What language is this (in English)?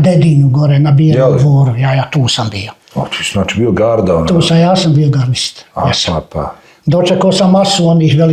Bosnian